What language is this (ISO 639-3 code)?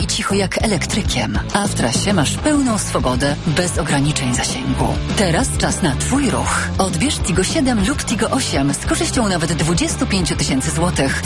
pol